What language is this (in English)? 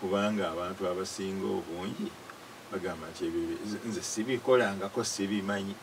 Ganda